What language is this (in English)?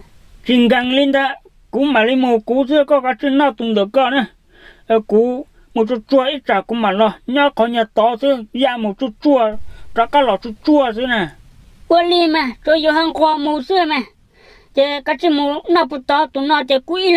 Hmong